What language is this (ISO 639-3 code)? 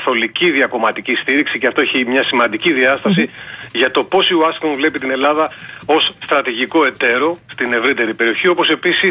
ell